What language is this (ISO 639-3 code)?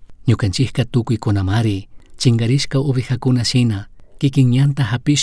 qug